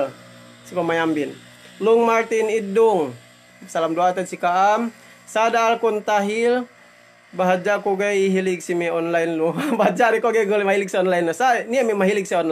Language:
Yakan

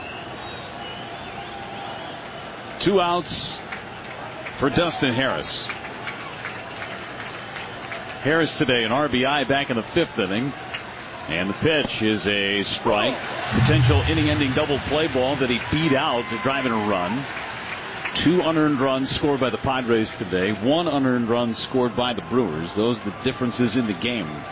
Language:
English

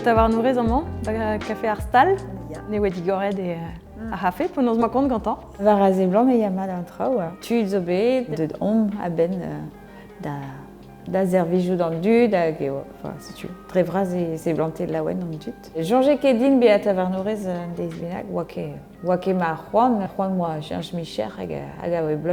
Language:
Breton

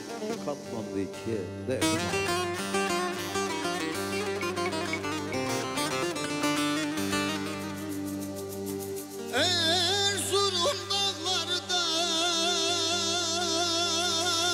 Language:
Turkish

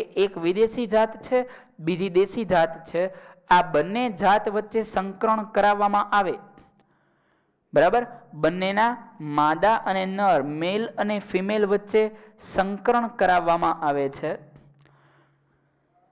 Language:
Gujarati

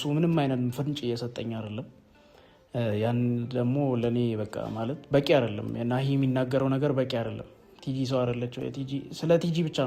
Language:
Amharic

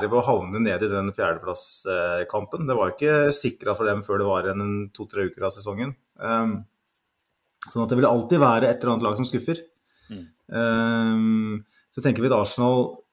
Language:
Norwegian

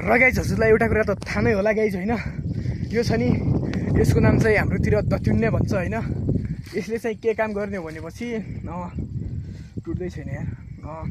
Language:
Nepali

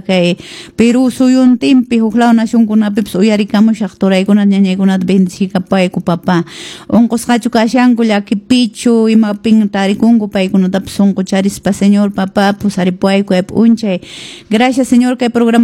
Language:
Quechua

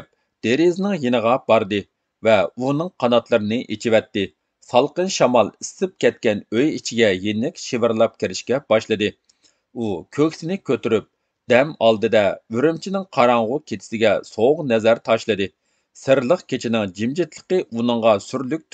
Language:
Uyghur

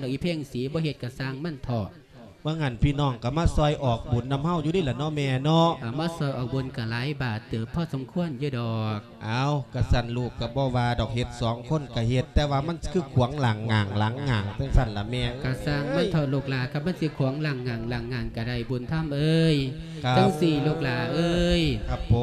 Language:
Lao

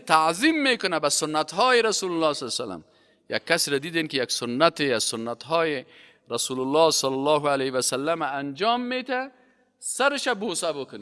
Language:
Persian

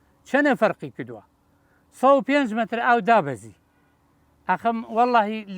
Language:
Central Kurdish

